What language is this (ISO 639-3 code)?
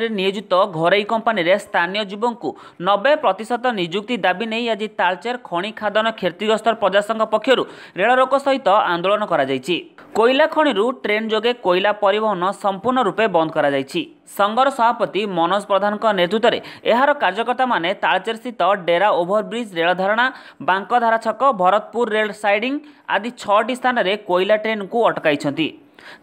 ori